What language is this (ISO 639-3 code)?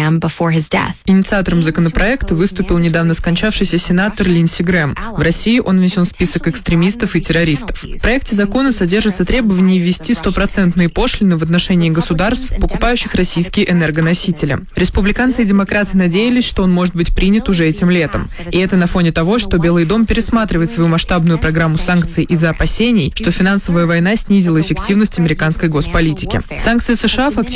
rus